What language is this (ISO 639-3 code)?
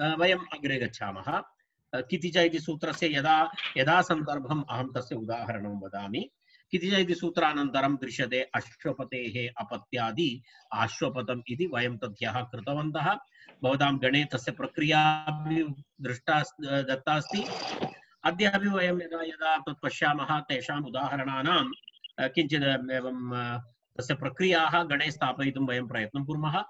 san